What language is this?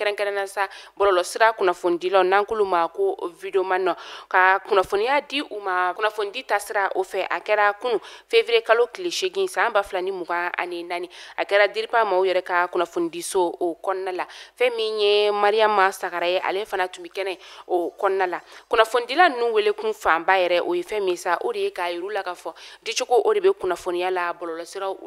Bambara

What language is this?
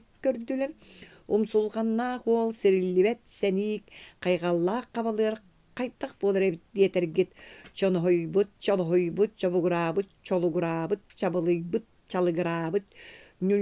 Yakut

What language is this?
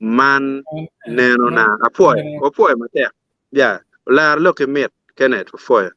Acoli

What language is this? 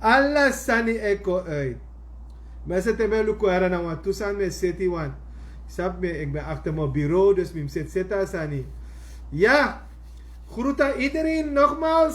Sranan Tongo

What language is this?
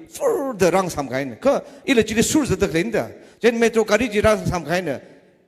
Tangkhul Naga (India)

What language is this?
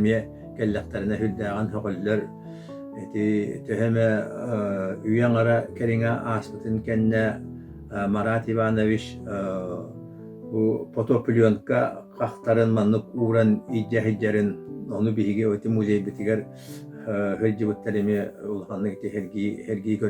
Yakut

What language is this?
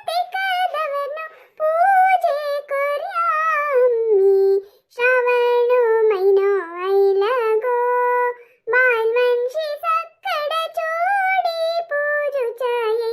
Konkani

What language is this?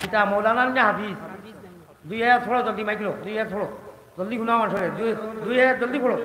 Sylheti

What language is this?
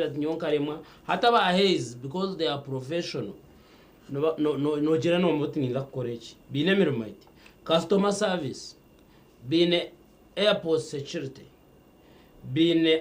Nyankole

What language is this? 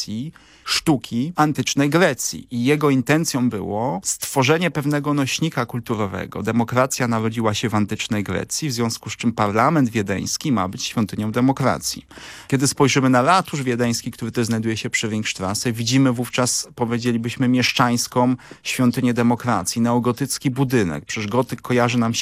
Polish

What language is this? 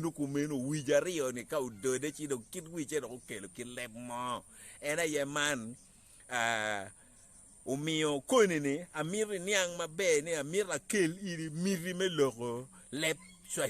Acoli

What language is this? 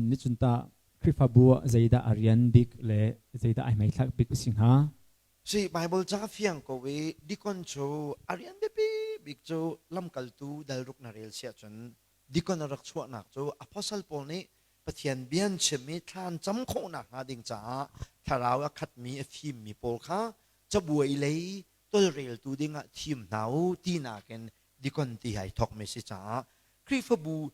Hakha Chin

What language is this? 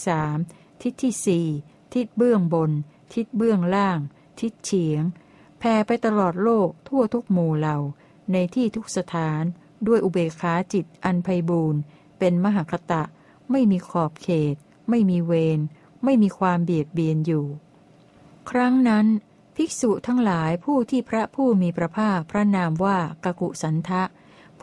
Thai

